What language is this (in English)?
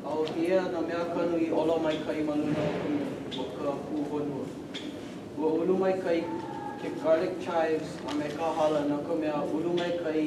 Hawaiian